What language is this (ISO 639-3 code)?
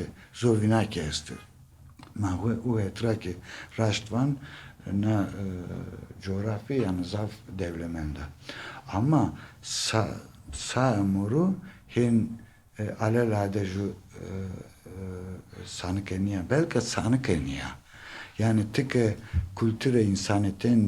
zza